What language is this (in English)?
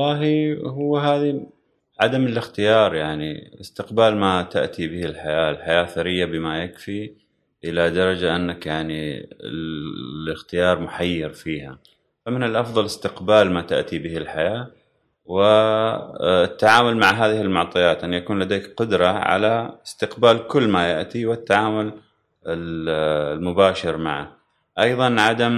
Gulf Arabic